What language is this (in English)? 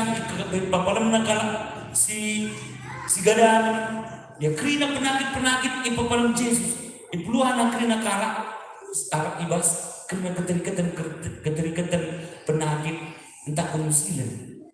Batak Karo